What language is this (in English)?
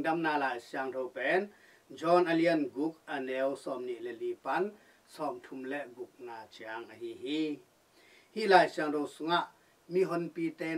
Tedim Chin